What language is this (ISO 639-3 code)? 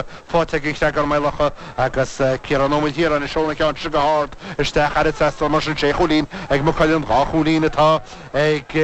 gle